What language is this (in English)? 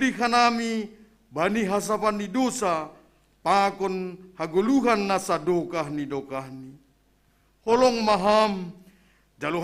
Batak Simalungun